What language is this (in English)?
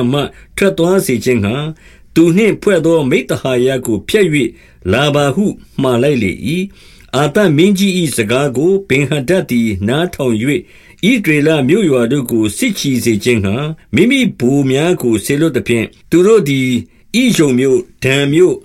Burmese